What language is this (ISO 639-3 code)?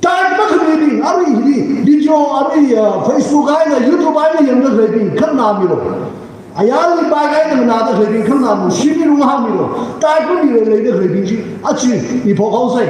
nmf